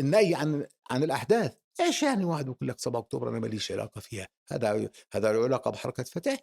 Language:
North Levantine Arabic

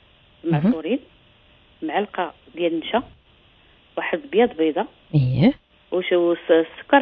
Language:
Moroccan Arabic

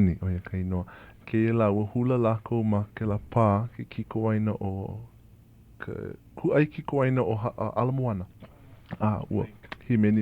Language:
Hawaiian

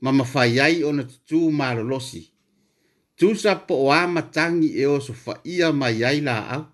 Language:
Samoan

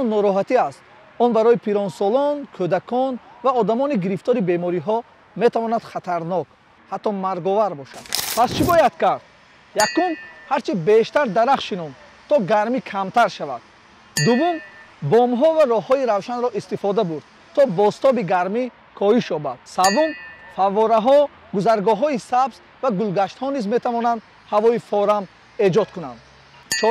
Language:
Tajik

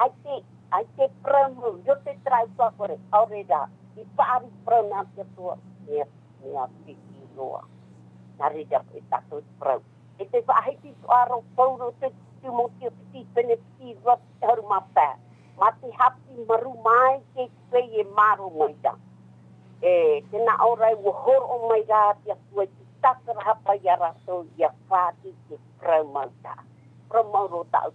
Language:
Tahitian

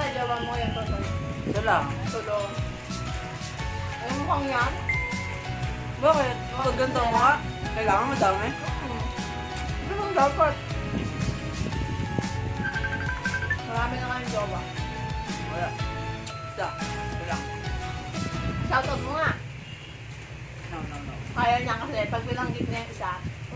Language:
Filipino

